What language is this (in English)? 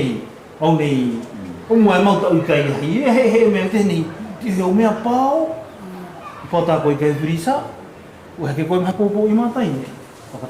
South Marquesan